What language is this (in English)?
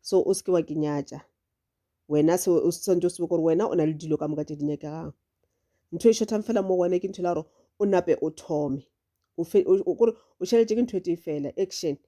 Northern Sotho